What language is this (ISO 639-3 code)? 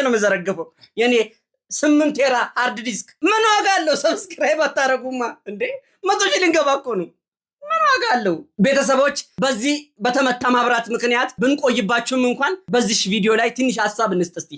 amh